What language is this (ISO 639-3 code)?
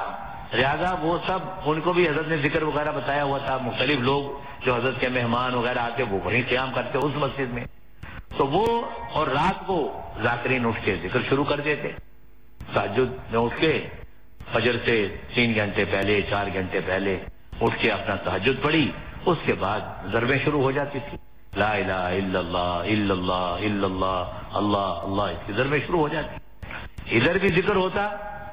urd